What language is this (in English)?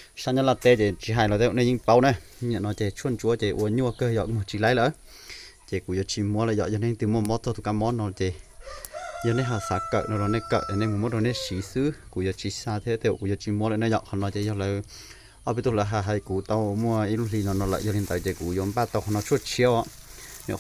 Hmong